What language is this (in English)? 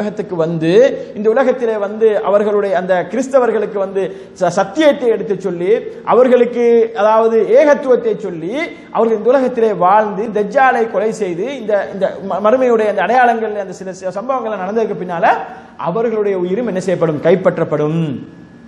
Tamil